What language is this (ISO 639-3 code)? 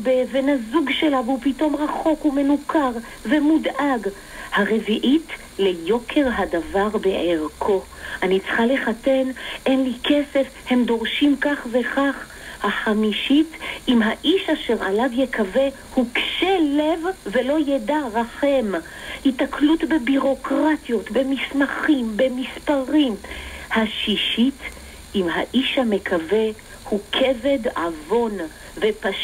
heb